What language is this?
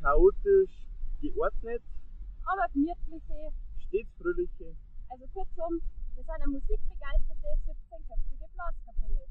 Bavarian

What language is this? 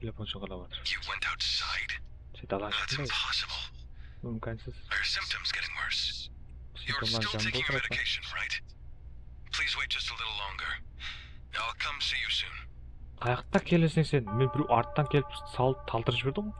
Kara-Kalpak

